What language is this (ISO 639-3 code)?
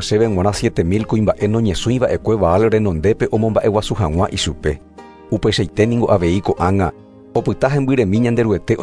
grn